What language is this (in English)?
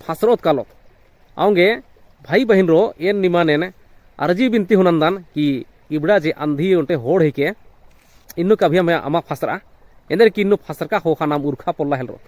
Kurukh